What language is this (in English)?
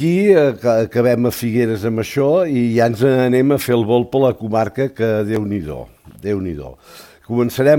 Catalan